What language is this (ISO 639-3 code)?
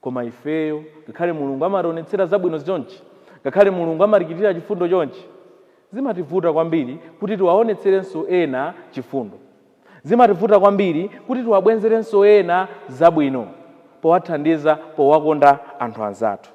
nya